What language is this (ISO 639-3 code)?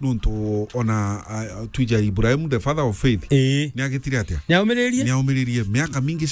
mer